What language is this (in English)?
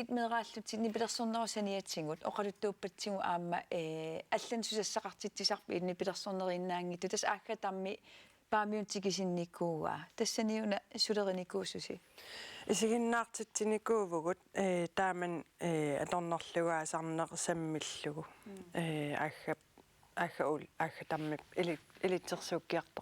Kalaallisut